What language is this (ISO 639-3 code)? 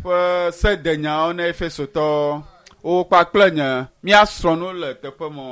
ewe